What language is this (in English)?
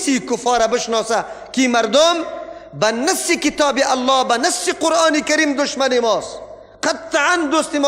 Persian